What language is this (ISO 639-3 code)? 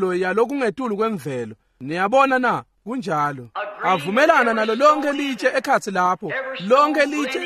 ssw